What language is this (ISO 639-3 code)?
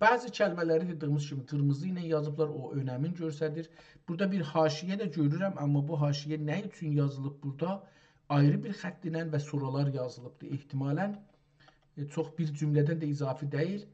azb